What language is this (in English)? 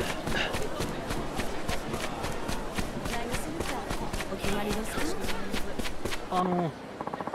Japanese